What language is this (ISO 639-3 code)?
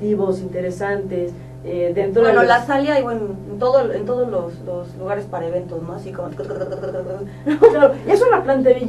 spa